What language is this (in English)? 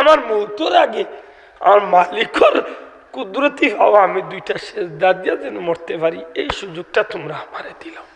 Sylheti